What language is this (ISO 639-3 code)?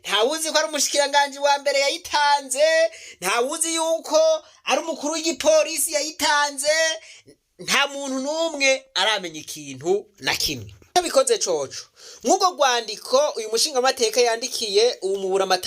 run